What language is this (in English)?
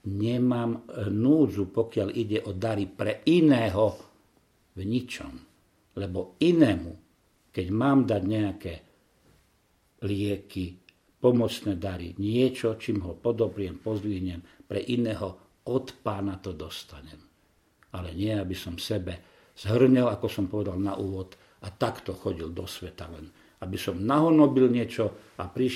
Slovak